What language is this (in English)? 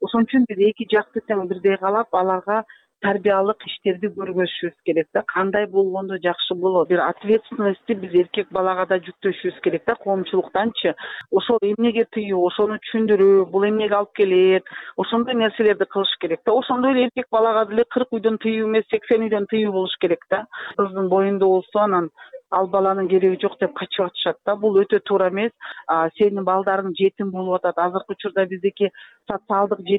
Kyrgyz